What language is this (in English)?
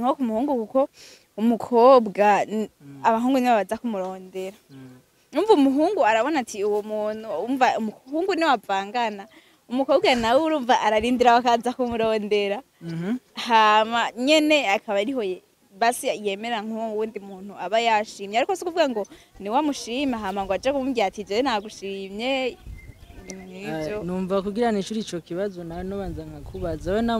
Rundi